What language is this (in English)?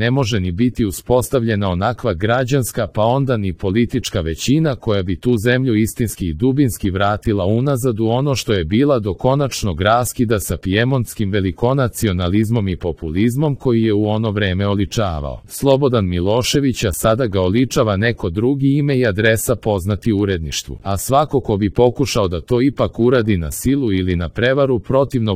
Serbian